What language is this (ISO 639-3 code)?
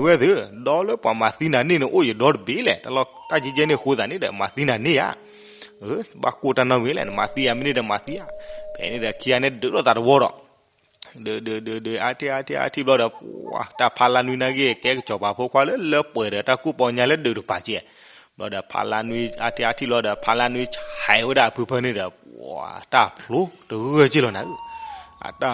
ksw